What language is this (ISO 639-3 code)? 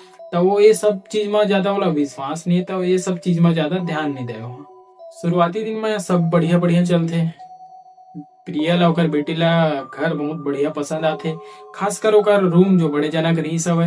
hne